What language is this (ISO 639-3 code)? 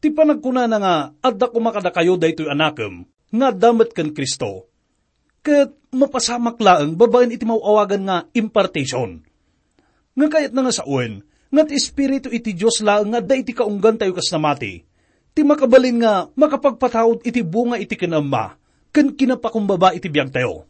ilo